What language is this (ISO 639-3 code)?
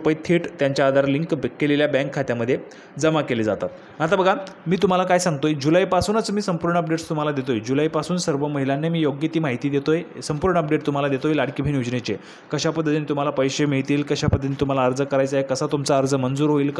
mar